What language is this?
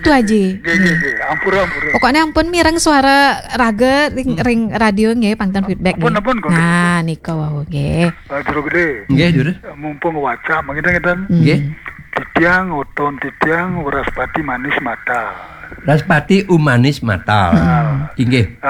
Balinese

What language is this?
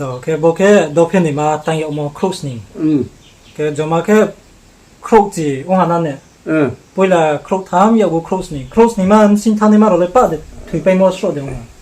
Riang (India)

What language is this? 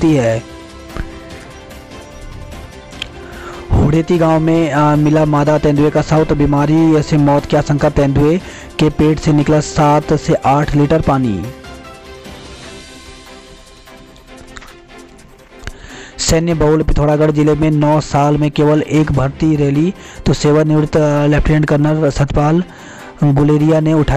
Hindi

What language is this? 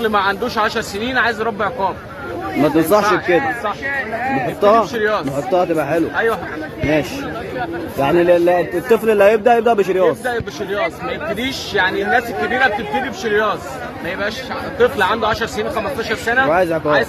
Egyptian Arabic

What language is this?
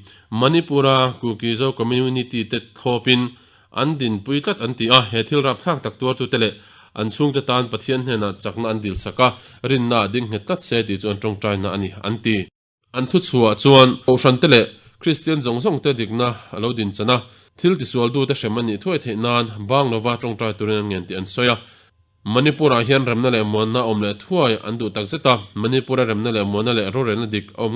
Mizo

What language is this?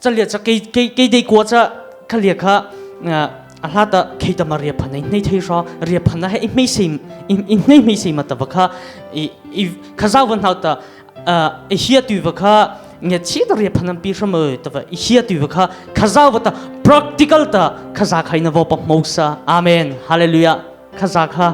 Mara Chin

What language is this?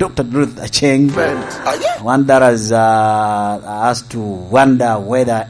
Lango (Uganda)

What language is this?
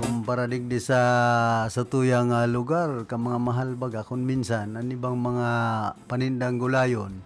Bikol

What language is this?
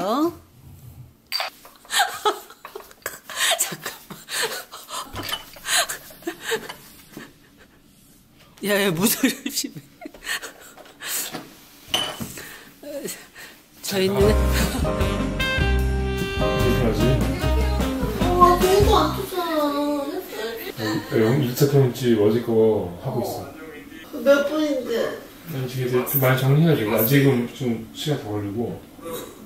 Korean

